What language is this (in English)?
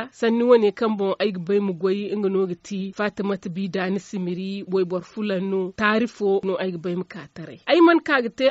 Zarma